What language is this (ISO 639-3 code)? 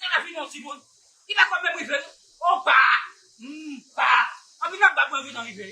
hat